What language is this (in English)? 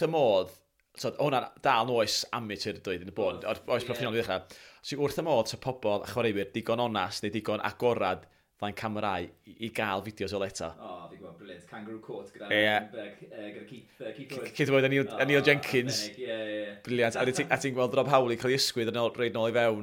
Welsh